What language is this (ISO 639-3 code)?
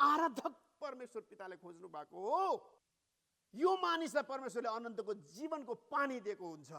nep